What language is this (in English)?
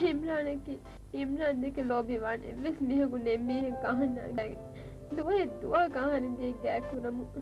Divehi